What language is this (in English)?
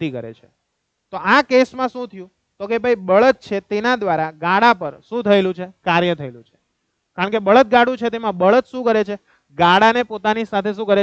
Gujarati